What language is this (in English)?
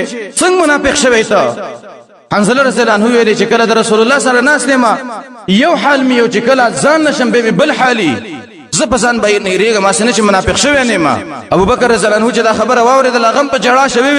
Pashto